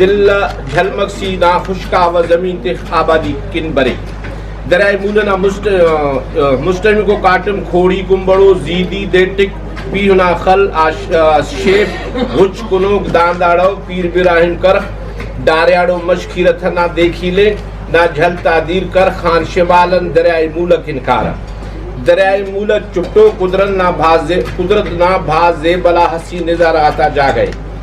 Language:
Brahui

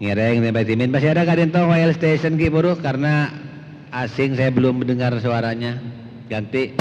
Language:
Madurese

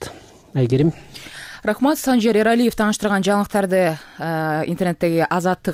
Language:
Kyrgyz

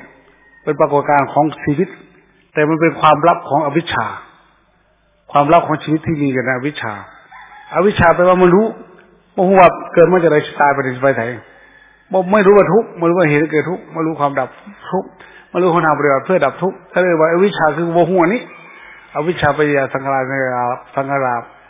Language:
Thai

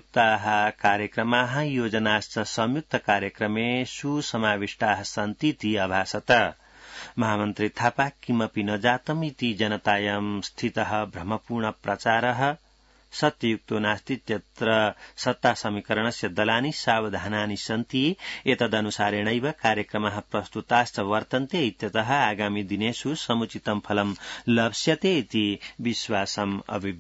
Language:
Sanskrit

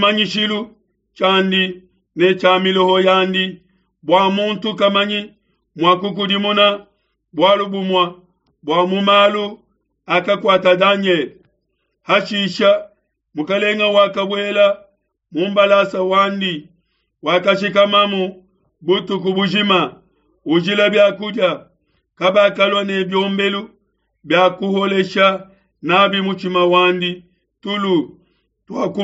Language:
Luba-Lulua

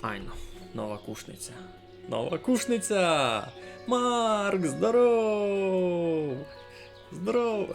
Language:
Rusyn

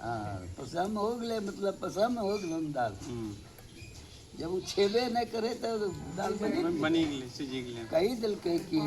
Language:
Angika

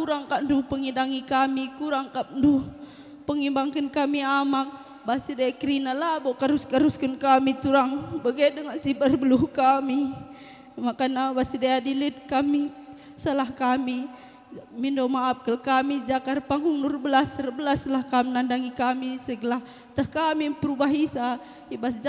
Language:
Batak Karo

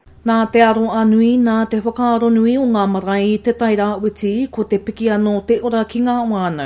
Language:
Māori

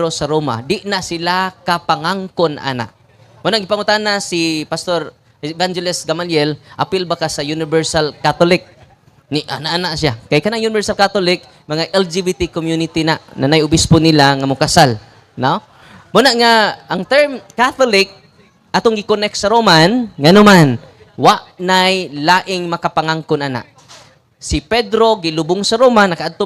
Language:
Cebuano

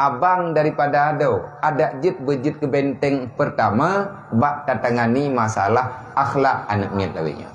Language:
Achinese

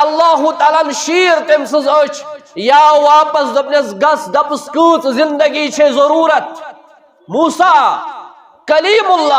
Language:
Kashmiri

